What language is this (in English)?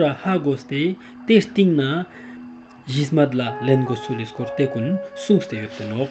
Ladakhi